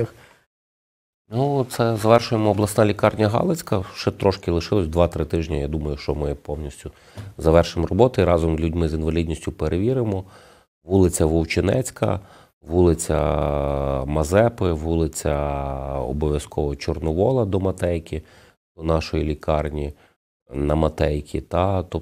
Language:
Ukrainian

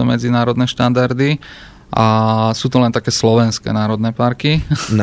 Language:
Slovak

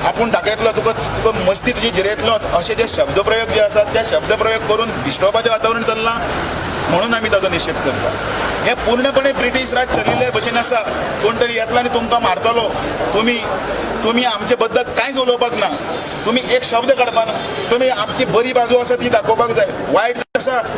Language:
Konkani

